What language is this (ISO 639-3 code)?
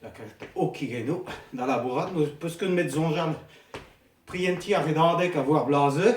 bre